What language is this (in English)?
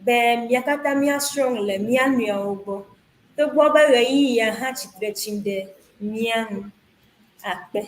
Ewe